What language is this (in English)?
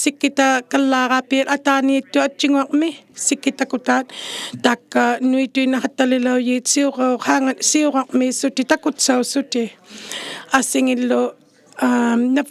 Inuktitut